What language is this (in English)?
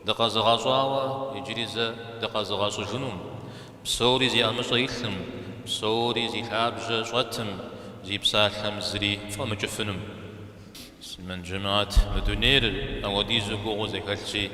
Kabardian